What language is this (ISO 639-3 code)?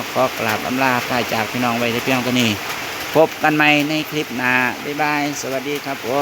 tts